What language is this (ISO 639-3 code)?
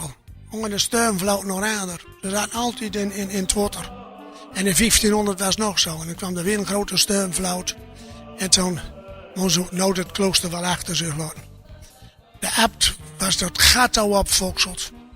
gos